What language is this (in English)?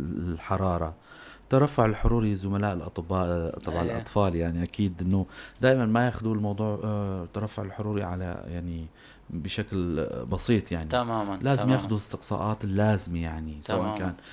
North Levantine Arabic